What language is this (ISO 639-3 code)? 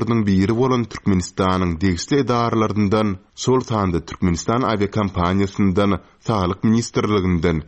tuk